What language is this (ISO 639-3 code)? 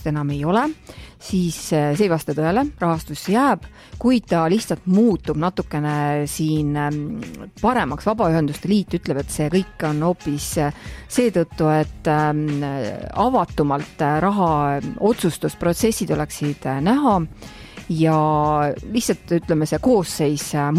est